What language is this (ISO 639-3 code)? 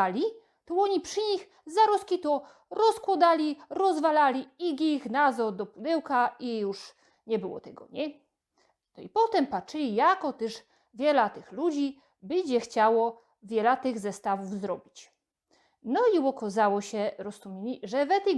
szl